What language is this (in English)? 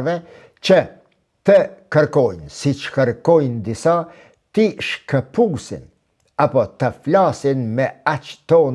Albanian